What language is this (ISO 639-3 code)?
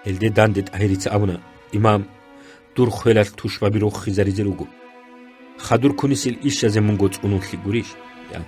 ava